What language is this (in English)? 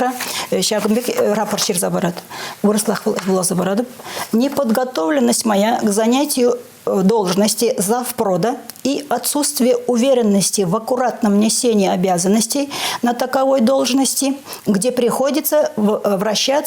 Chuvash